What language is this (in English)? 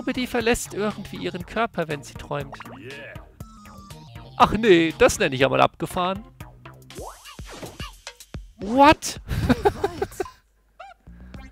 German